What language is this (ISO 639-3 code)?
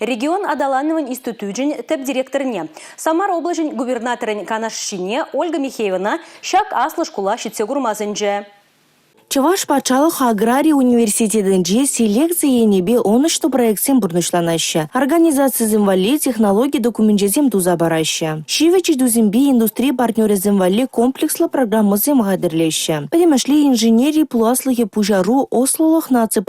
chv